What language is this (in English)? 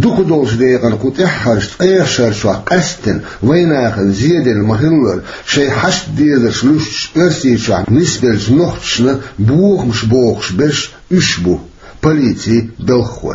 Chechen